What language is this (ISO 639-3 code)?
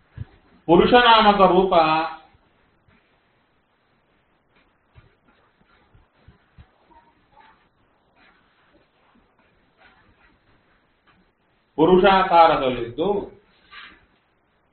kan